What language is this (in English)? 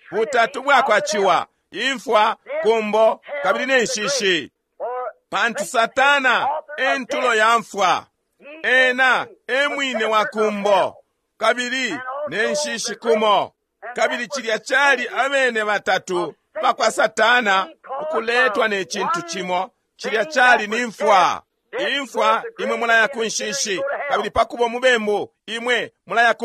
Bemba